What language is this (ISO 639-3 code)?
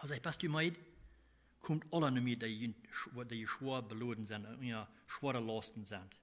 pdt